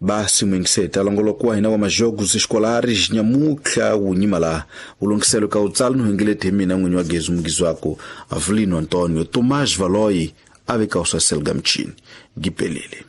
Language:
Tsonga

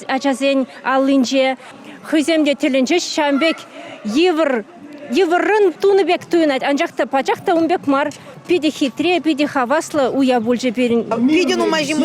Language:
Chuvash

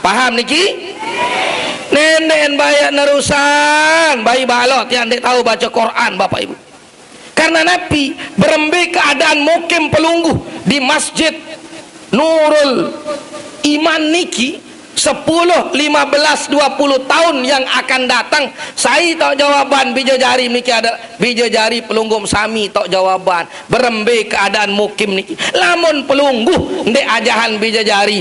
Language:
Sasak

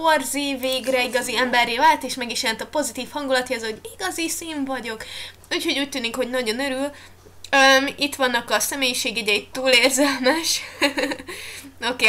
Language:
Hungarian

